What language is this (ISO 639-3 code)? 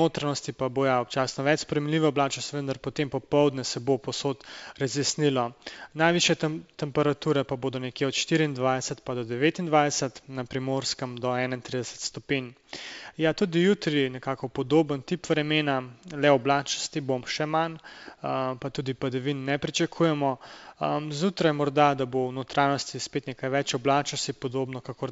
slv